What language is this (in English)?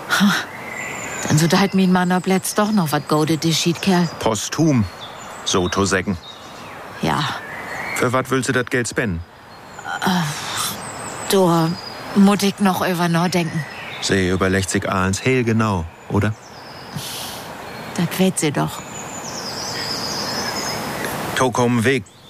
German